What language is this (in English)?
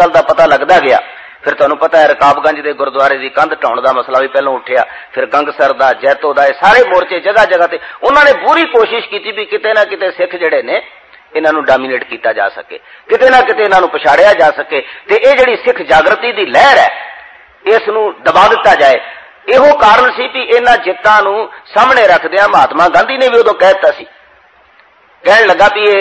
Punjabi